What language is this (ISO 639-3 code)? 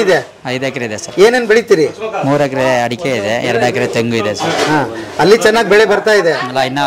kan